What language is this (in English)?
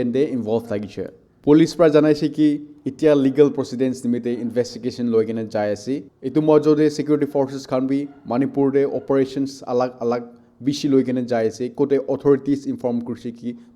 Naga Pidgin